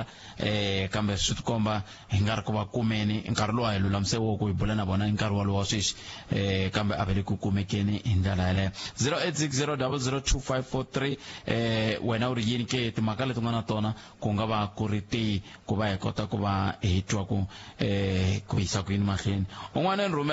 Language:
Tsonga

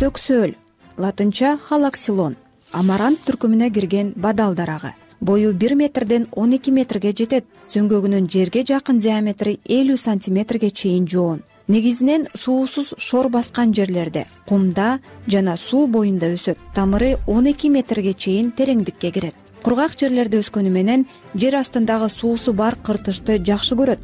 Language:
Kyrgyz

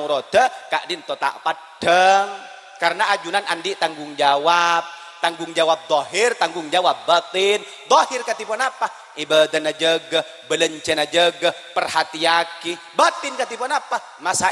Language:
Madurese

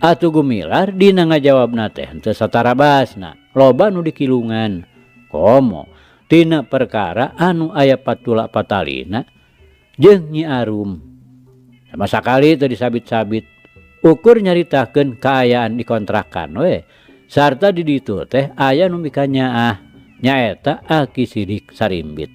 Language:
Sundanese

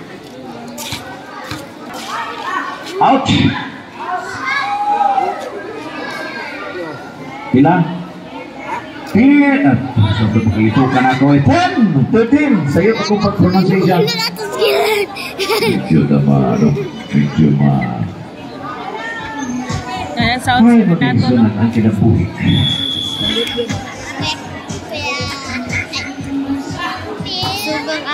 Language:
Cebuano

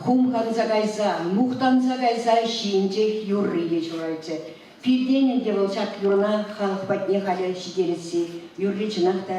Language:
Chuvash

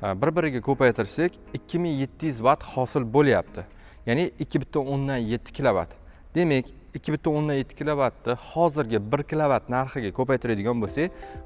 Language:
Uzbek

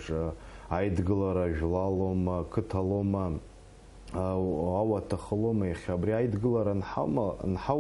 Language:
Abkhazian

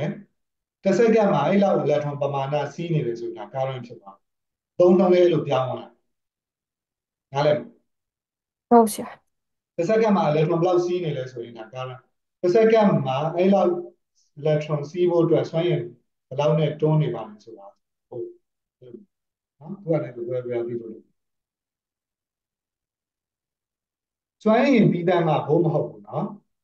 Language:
Burmese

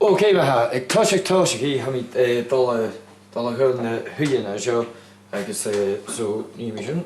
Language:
Scottish Gaelic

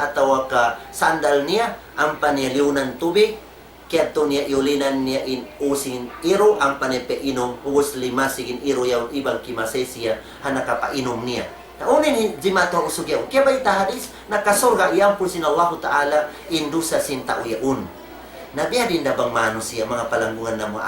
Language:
Tausug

